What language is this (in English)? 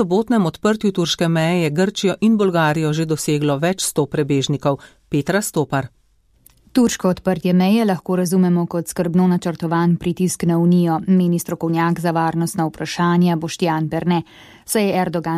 Slovenian